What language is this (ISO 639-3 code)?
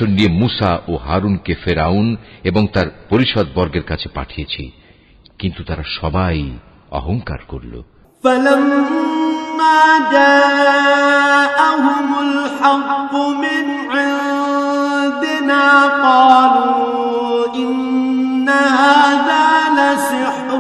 ben